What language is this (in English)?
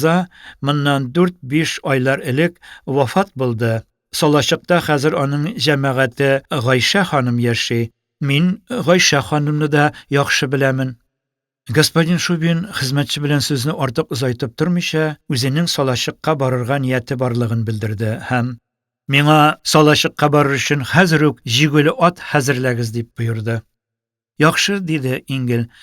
Tatar